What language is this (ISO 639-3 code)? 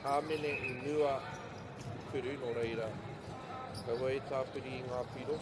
mri